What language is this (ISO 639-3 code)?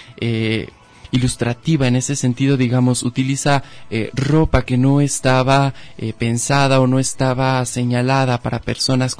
spa